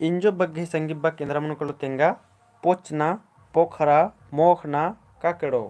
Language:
Kurukh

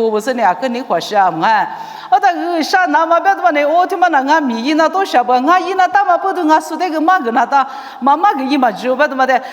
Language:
Lisu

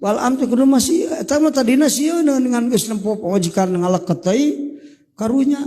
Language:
Sundanese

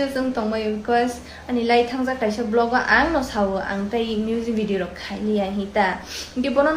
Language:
Kok Borok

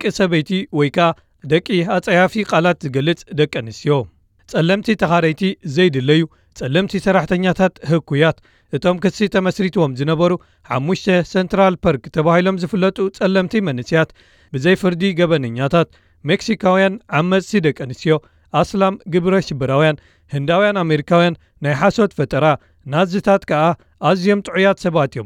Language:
Tigrinya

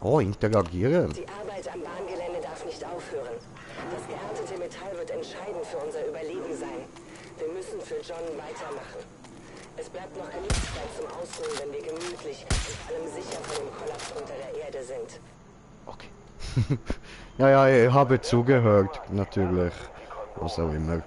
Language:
Swiss German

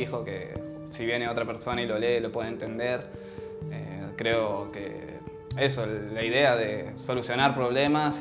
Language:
Spanish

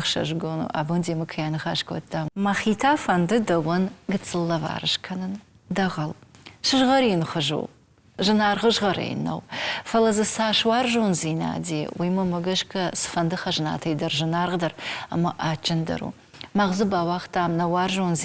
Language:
Ossetic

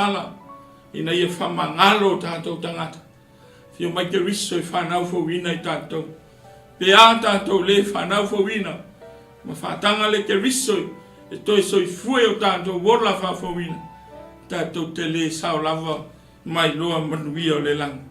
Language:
Samoan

